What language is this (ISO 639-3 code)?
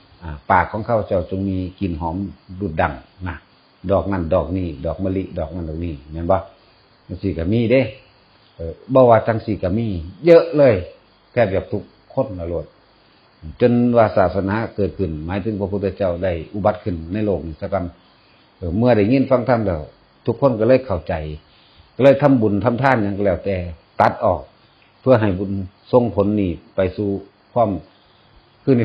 lao